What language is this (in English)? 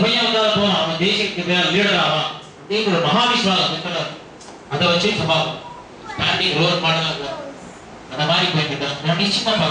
Tamil